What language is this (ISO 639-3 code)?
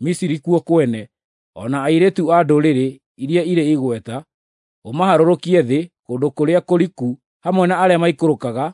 kik